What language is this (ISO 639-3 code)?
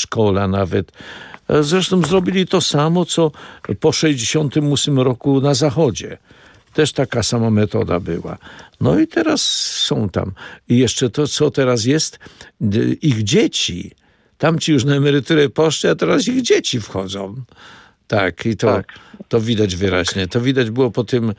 pol